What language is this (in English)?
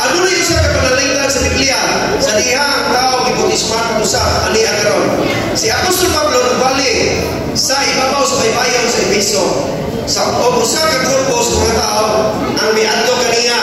Cebuano